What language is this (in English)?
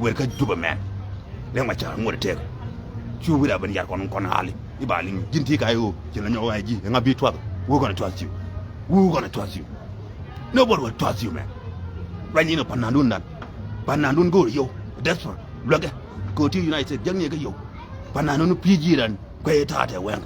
Nuer